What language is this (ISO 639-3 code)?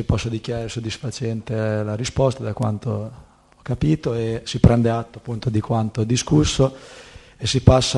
ita